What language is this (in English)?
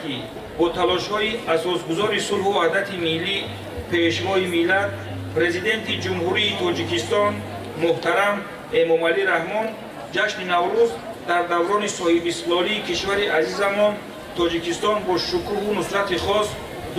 Tajik